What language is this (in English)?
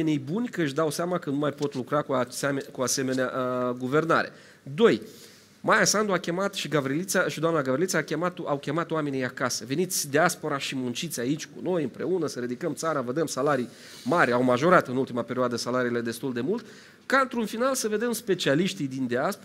Romanian